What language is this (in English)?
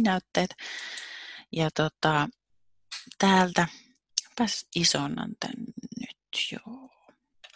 Finnish